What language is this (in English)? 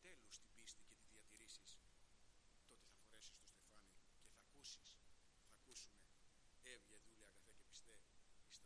Greek